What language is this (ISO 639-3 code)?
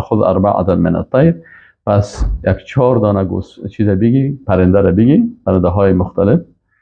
fas